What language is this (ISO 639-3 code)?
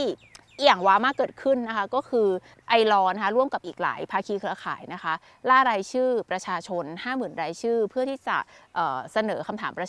tha